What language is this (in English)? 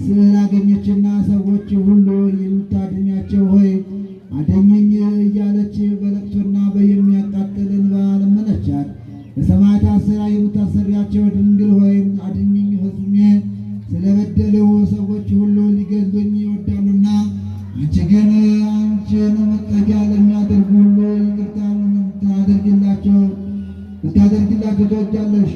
Amharic